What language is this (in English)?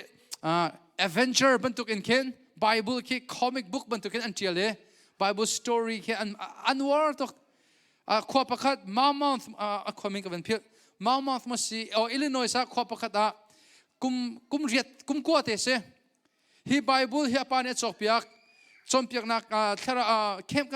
Hakha Chin